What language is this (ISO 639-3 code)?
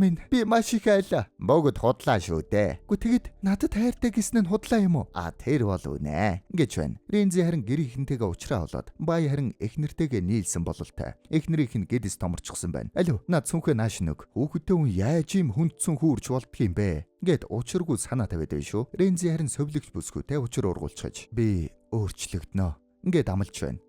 mon